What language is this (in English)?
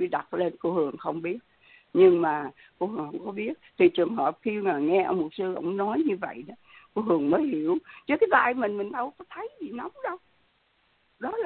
Vietnamese